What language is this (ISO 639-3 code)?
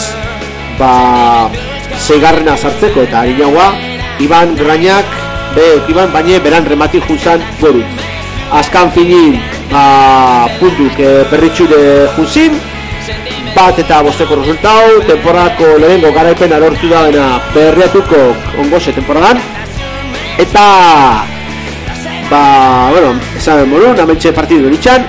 eus